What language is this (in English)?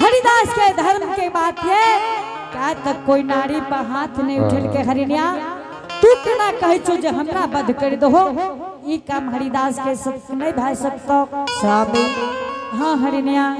Angika